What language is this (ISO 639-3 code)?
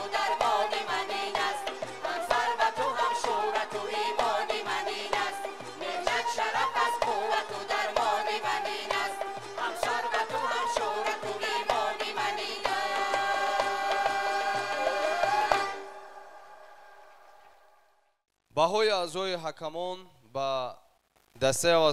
fas